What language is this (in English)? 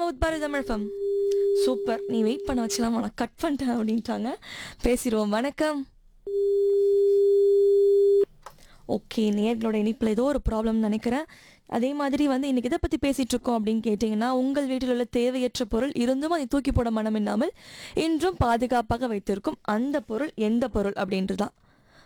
Tamil